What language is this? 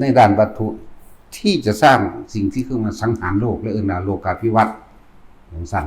Lao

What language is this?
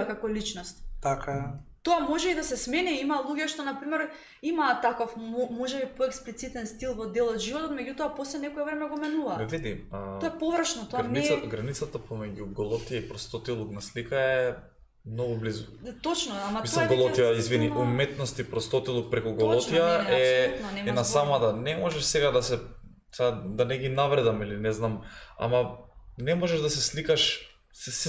Macedonian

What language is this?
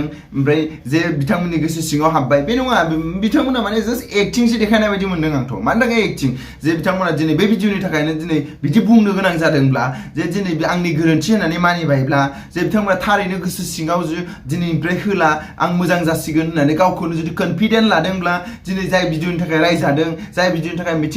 Bodo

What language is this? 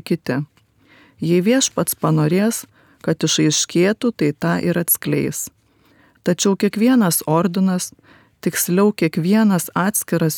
Lithuanian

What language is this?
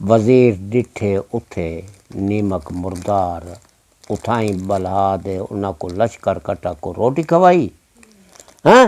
Saraiki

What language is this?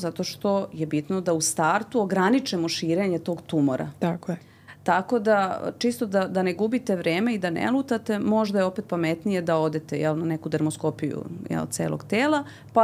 Serbian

